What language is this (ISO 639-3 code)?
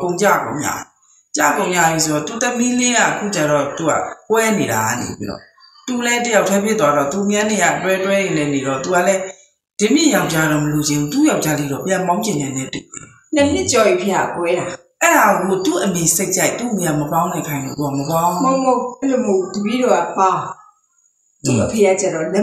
mya